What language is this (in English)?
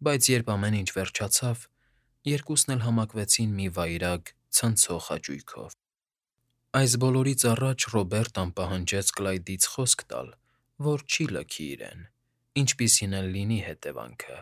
Armenian